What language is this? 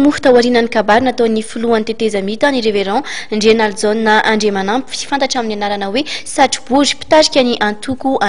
Malagasy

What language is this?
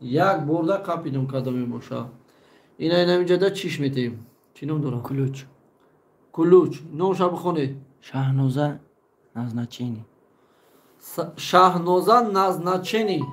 Tajik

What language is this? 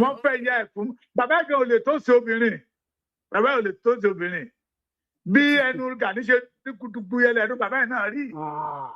Yoruba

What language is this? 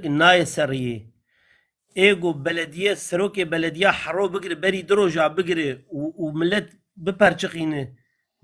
Kurdish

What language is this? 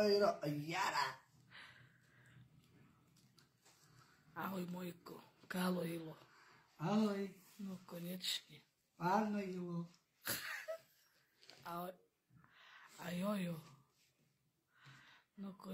Slovak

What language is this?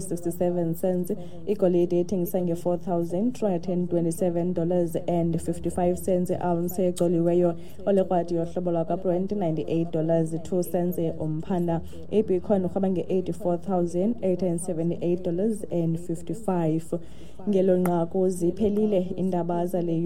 Xhosa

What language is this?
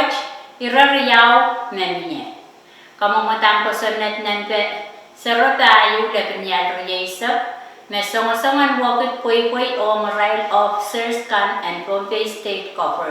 Pohnpeian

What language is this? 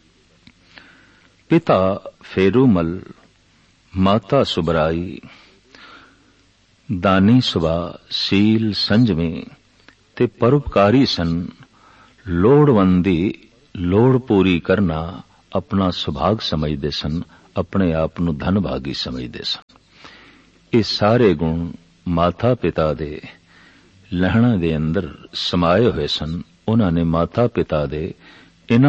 Punjabi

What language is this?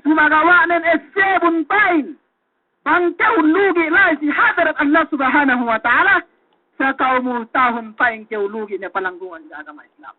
Yakan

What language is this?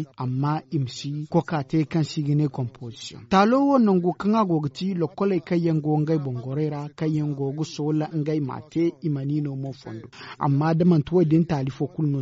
Zarma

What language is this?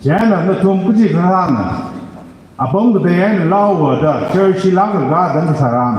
Tangkhul Naga (India)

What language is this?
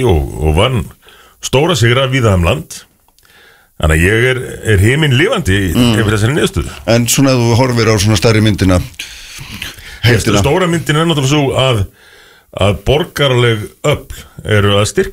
Icelandic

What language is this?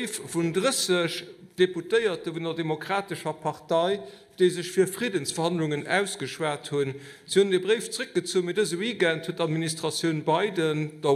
Luxembourgish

